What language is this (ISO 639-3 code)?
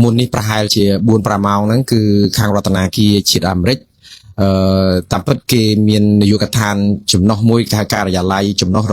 khm